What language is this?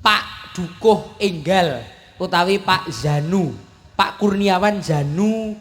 Javanese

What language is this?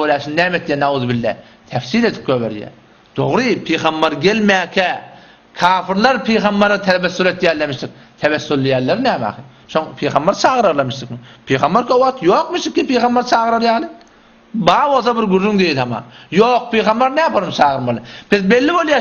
Turkmen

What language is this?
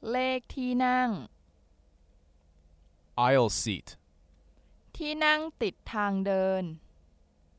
Thai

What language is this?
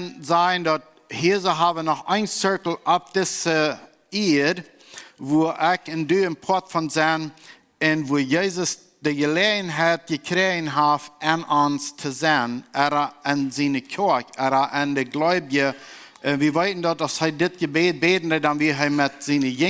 Plautdietsch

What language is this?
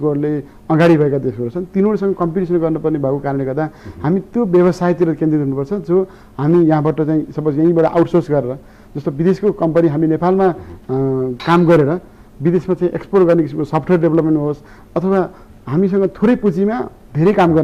Nepali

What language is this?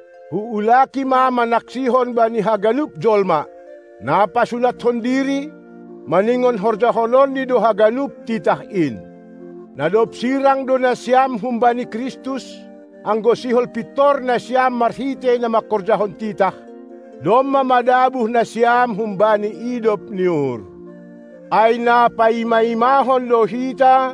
Batak Simalungun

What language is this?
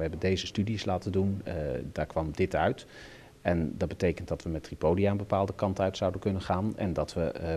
Dutch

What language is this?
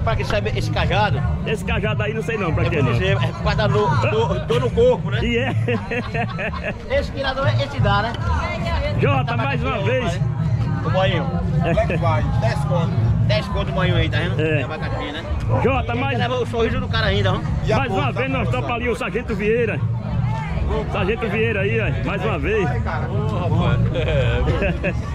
Portuguese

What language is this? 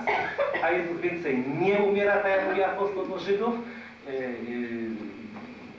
Polish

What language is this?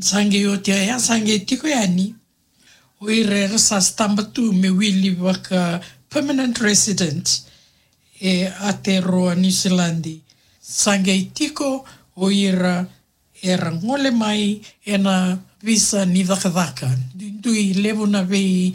Fijian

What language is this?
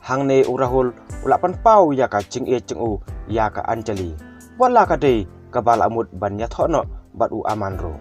Khasi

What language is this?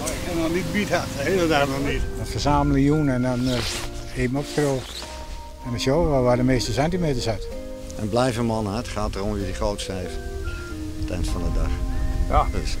Western Frisian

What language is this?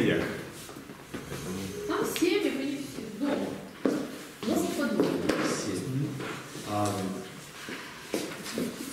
Russian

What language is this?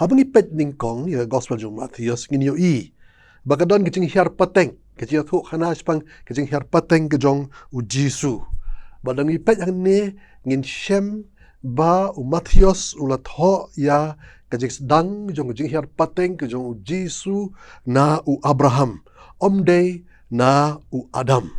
Khasi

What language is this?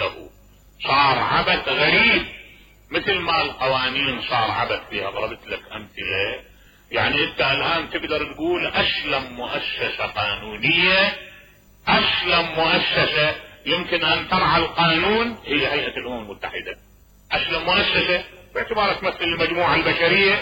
Mesopotamian Arabic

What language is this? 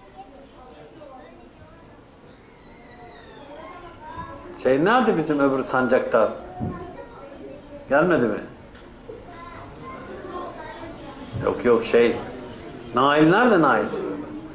Turkish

